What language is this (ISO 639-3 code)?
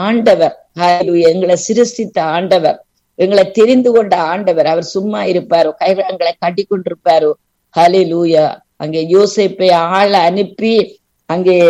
tam